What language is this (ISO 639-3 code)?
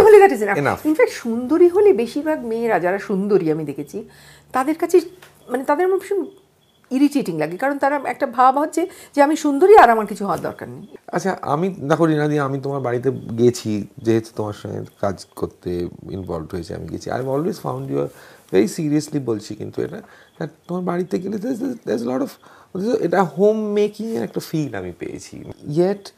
ben